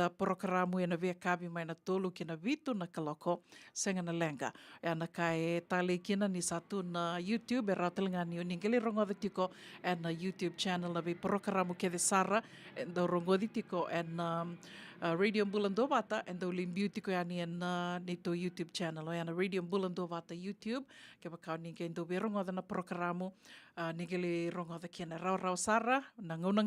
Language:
Fijian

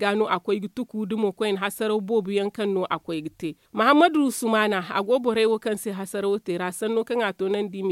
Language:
Zarma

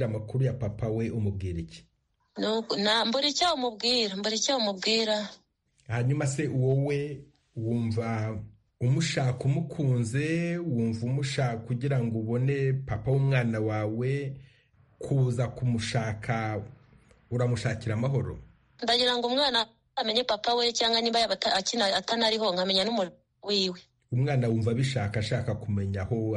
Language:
Kinyarwanda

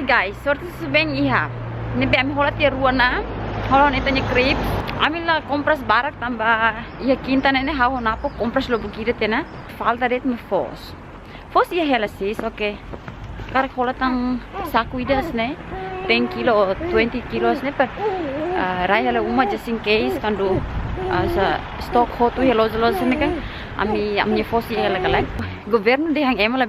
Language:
Tetum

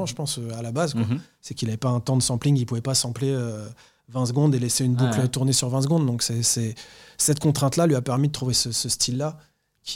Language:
French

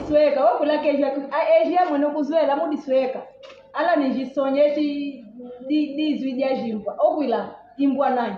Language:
Kimbundu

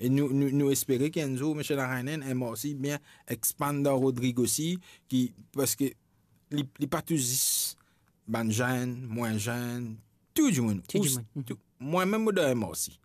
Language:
Morisyen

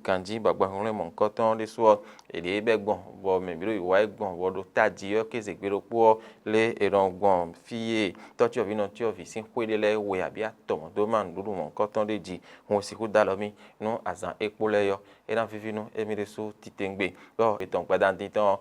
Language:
Fon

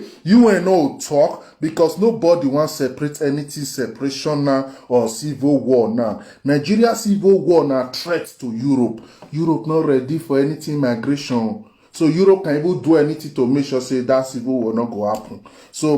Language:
Nigerian Pidgin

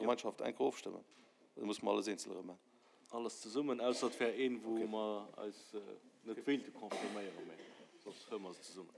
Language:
Luxembourgish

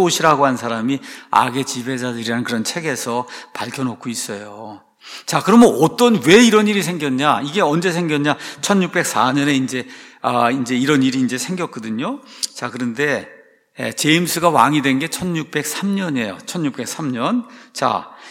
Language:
Korean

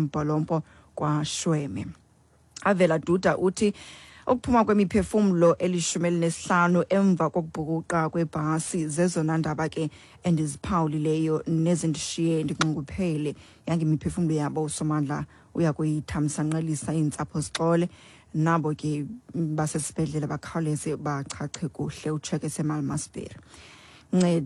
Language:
Xhosa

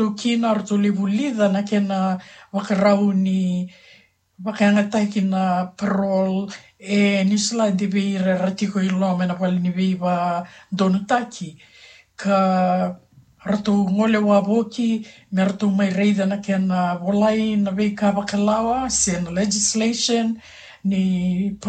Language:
Fijian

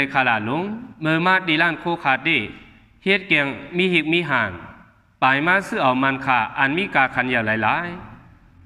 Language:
Shan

